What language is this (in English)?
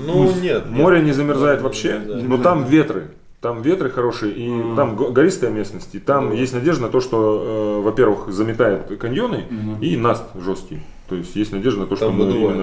Russian